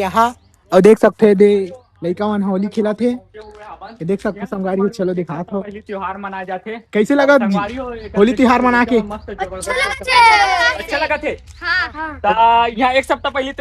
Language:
Chhattisgarhi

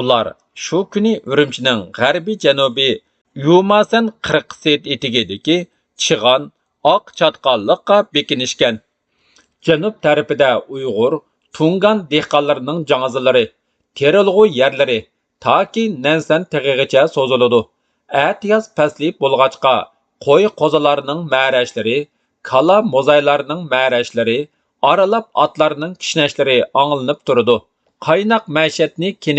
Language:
Uyghur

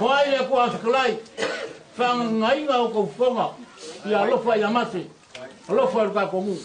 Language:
Samoan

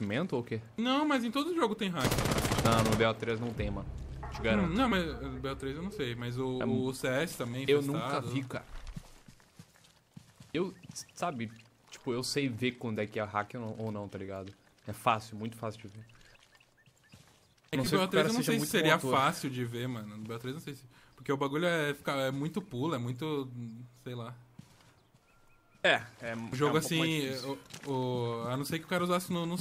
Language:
Portuguese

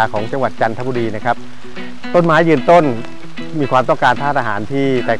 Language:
Thai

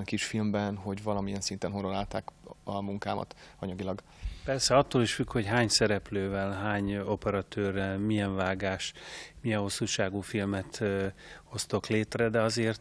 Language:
Hungarian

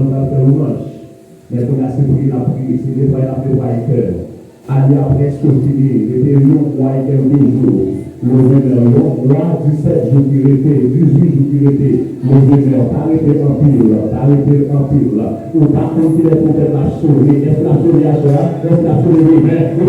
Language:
Haitian Creole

